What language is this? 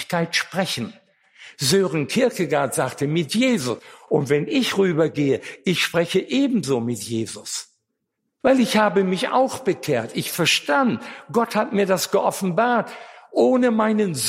German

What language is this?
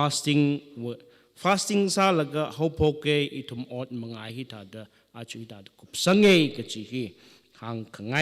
Tangkhul Naga (India)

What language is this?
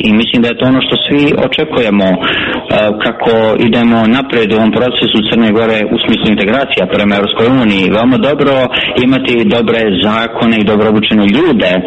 Serbian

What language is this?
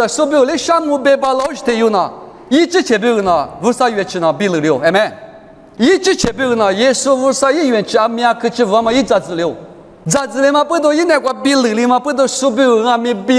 Lisu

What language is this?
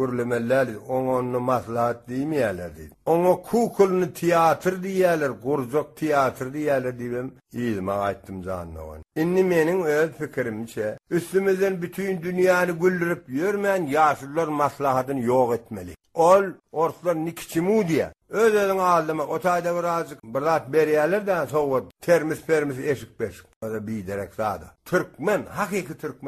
Turkmen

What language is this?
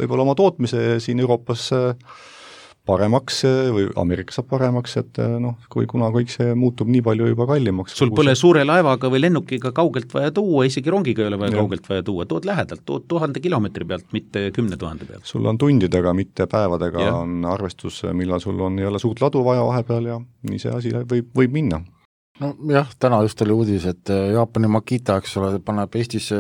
Estonian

